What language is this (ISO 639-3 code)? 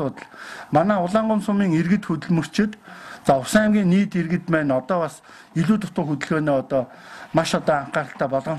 mon